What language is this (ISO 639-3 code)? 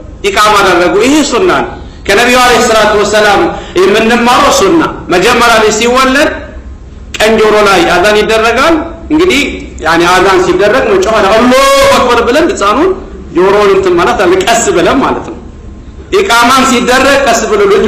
amh